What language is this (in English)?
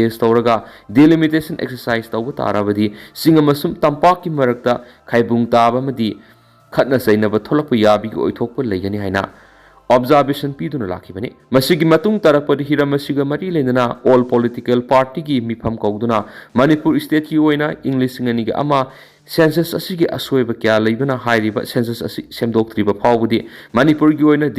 Manipuri